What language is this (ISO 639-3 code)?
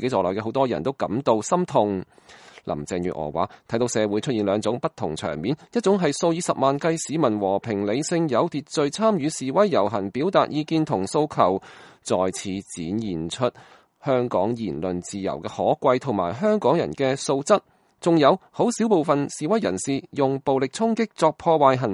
yue